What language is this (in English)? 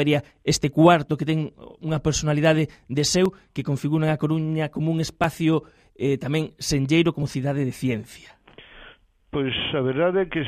Galician